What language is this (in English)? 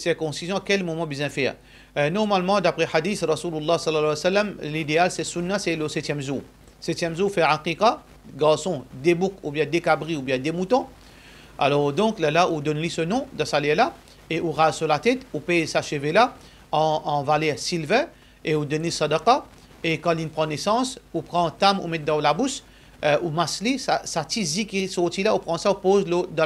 Morisyen